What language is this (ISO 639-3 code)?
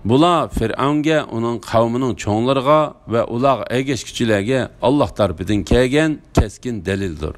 uig